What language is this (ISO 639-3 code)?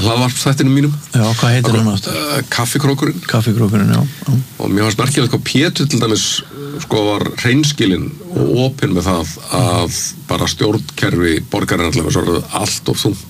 isl